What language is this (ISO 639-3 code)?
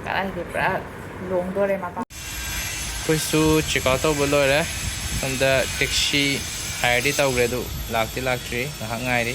mni